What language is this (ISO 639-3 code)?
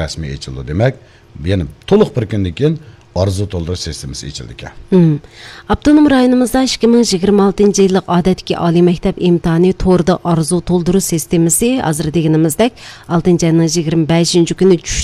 uig